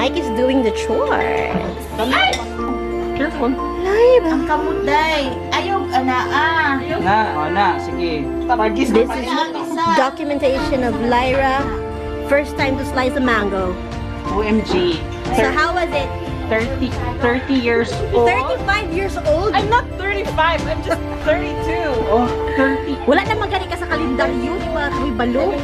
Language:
Cebuano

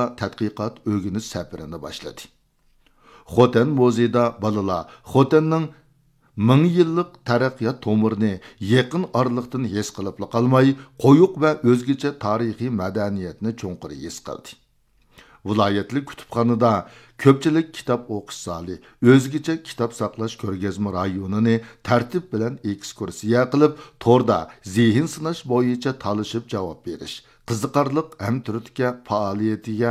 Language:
Uyghur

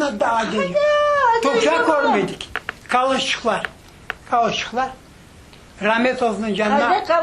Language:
Crimean Tatar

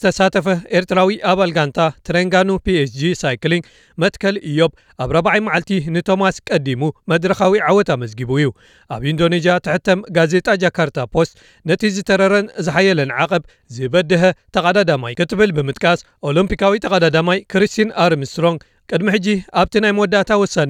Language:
Tigrinya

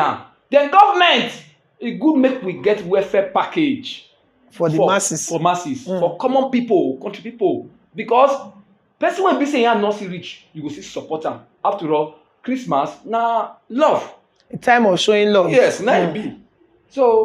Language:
Nigerian Pidgin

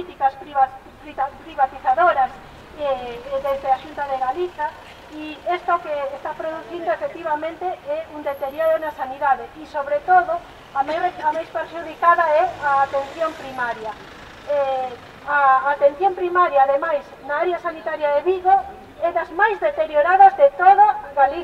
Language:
Galician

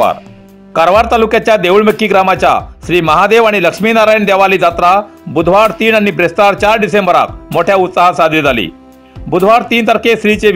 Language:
Konkani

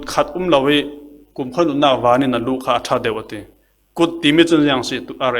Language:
Falam Chin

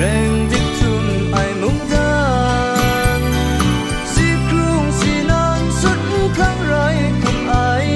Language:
Kachin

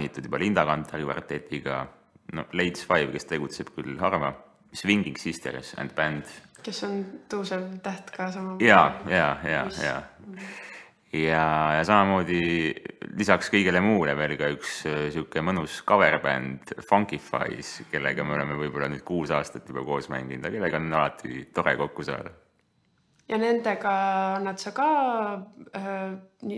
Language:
Estonian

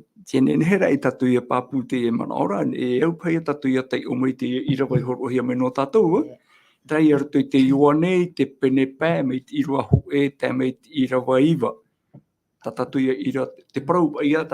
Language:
Tahitian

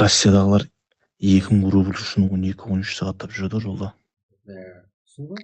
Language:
Kara-Kalpak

